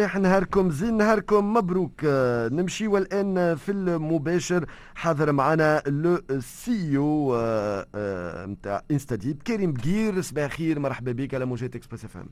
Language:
Tunisian Arabic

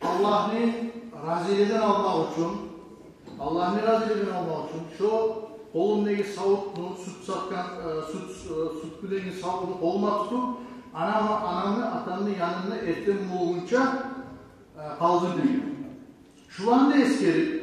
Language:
Kumyk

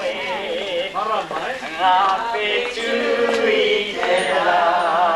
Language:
Māori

